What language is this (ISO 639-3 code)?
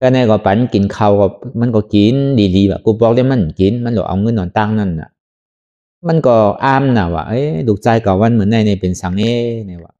shn